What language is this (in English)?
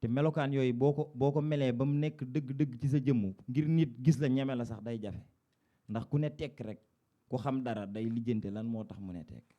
Wolof